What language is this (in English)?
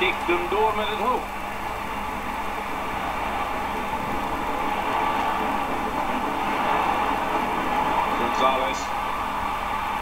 Dutch